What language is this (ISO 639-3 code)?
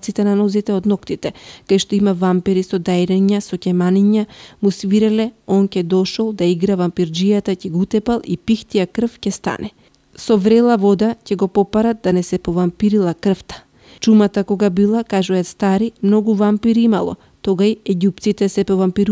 mkd